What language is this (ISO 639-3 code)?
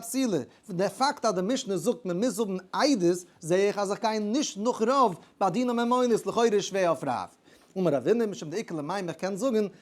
yid